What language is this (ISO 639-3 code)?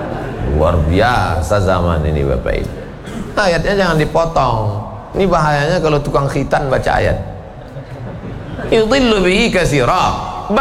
ind